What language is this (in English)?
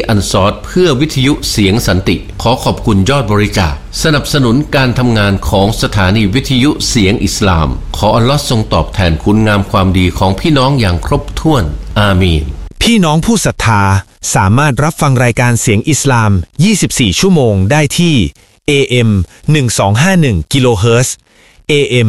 Thai